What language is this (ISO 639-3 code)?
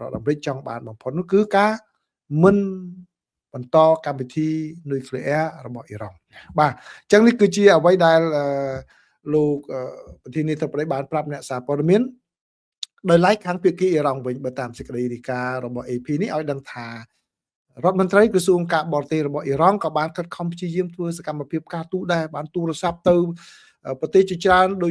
khm